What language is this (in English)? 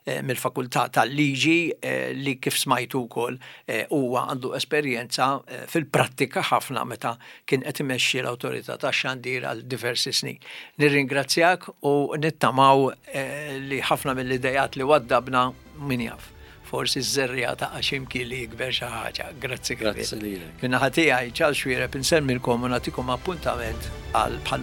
Maltese